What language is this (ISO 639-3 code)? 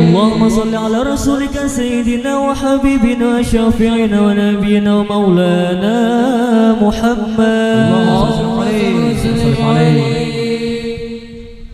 bjn